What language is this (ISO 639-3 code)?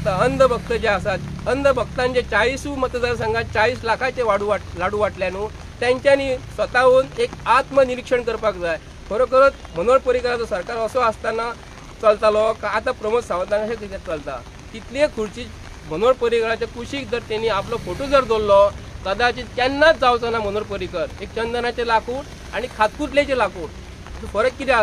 kok